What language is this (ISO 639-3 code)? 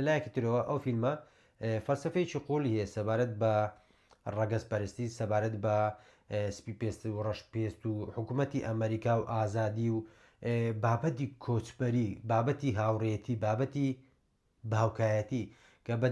ckb